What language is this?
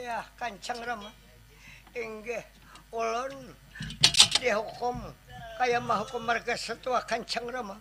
Banjar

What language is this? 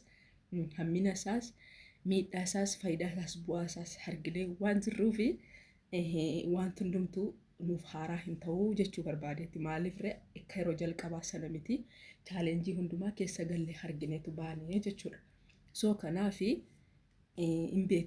Oromo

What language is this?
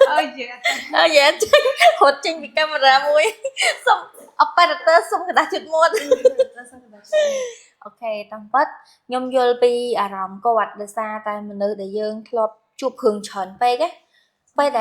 Khmer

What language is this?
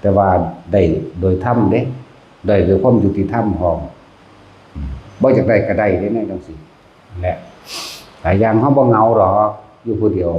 Northeastern Thai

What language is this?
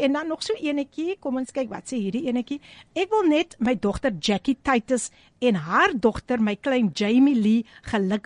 Afrikaans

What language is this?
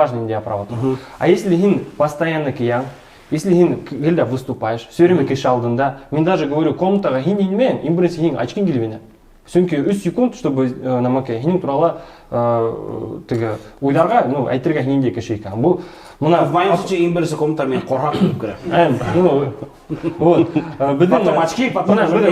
Bashkir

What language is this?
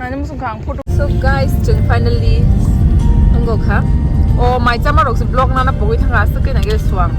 Kok Borok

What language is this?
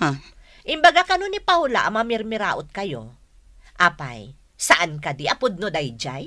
Iloko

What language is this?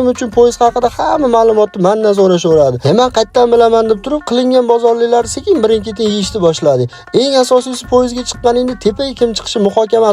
Uzbek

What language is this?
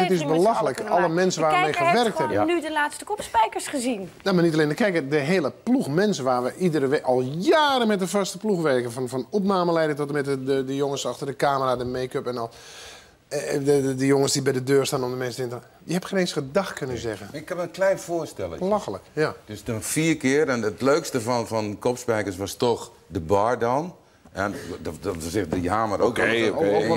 Dutch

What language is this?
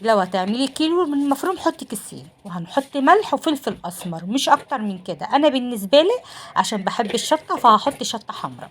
Egyptian Arabic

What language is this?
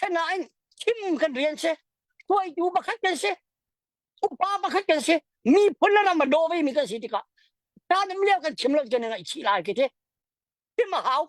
Hakha Chin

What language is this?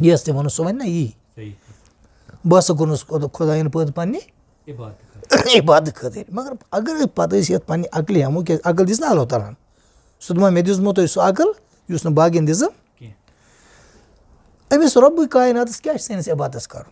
Kashmiri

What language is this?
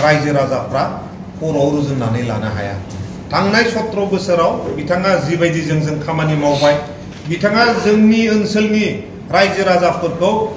Bodo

